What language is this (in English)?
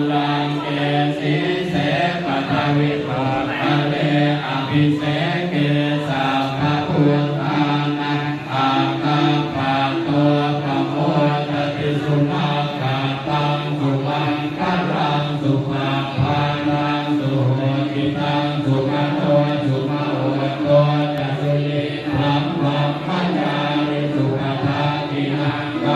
Pali